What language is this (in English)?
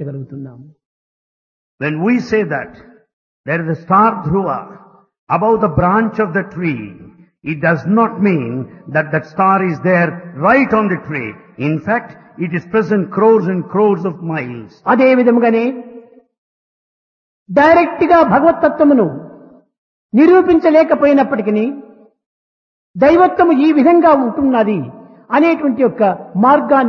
Telugu